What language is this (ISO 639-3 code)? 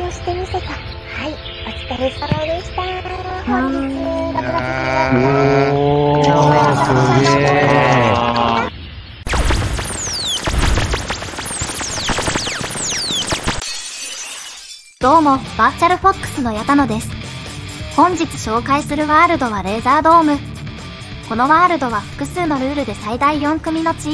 jpn